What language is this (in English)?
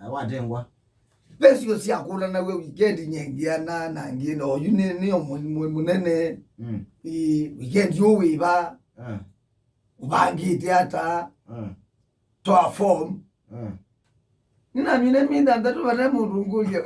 Kamba